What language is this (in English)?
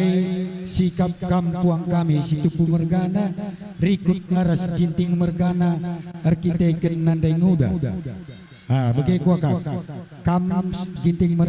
Batak Karo